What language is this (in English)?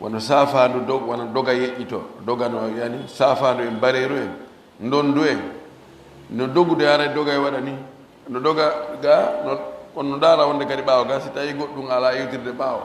Fula